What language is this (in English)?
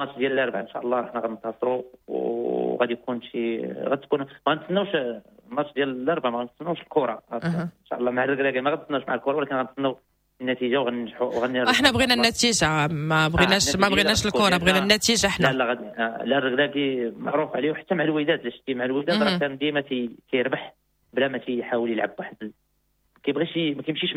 Moroccan Arabic